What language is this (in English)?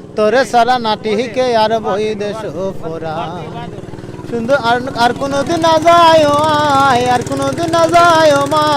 Sylheti